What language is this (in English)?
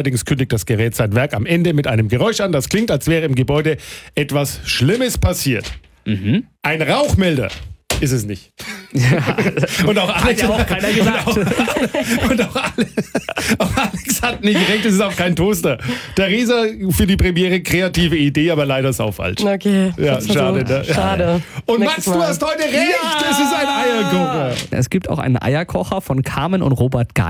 German